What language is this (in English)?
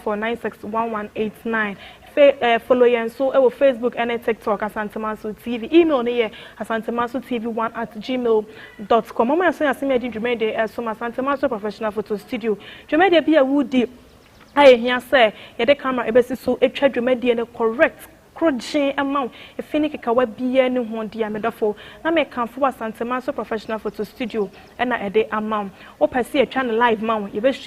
Akan